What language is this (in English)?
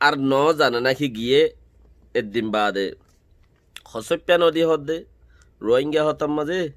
Rohingya